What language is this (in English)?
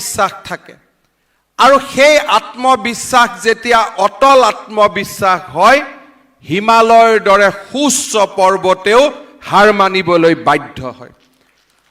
Assamese